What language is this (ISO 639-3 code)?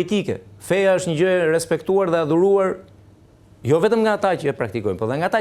sqi